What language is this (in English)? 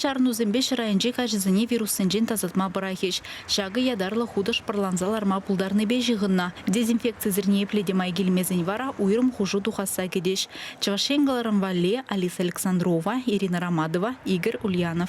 Chuvash